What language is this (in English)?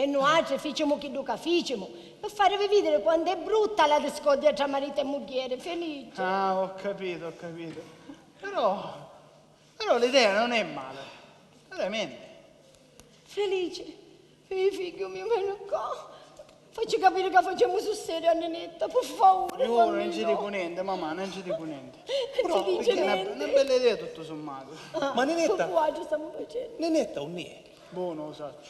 Sicilian